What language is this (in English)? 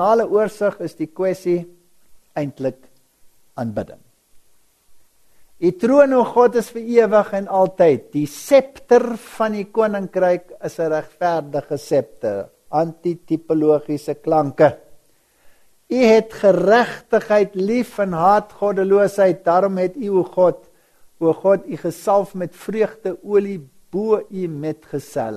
Afrikaans